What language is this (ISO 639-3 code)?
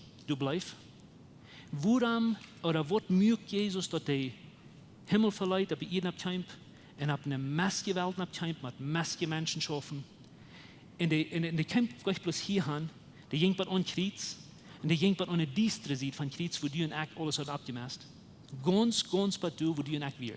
pdt